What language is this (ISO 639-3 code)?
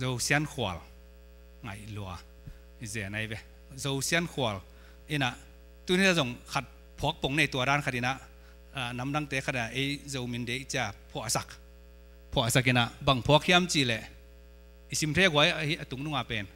ctd